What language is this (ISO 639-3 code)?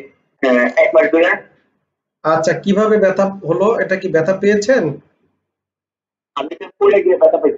ben